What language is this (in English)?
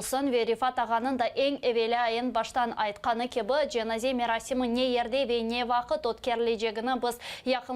Crimean Tatar